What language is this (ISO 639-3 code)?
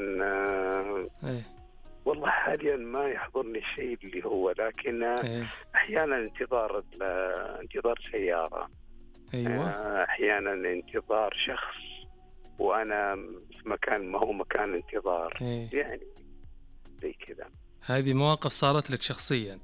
ars